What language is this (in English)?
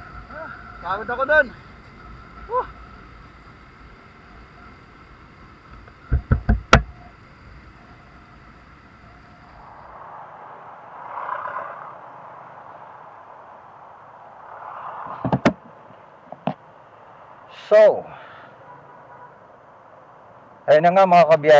Filipino